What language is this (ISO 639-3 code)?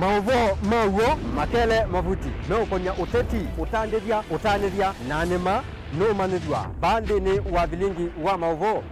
kam